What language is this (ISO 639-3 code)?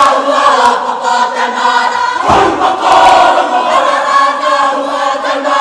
mri